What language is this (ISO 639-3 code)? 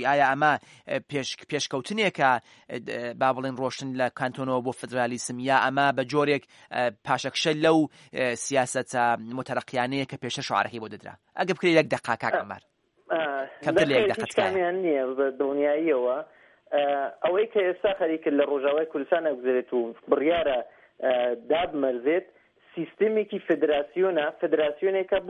ckb